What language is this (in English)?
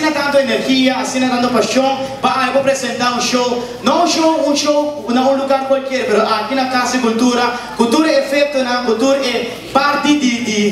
Papiamento